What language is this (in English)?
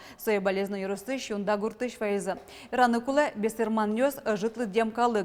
Udmurt